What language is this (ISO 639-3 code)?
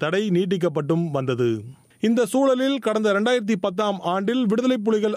tam